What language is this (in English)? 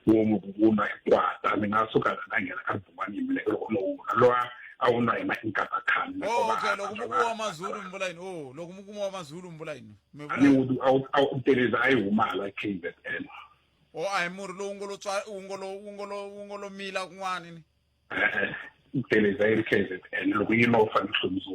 Tsonga